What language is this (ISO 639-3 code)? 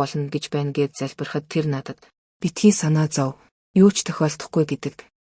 mon